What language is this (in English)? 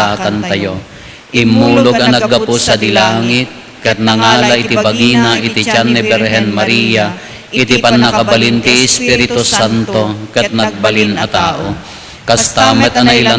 Iloko